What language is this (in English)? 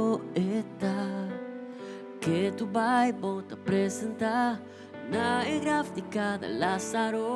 Papiamento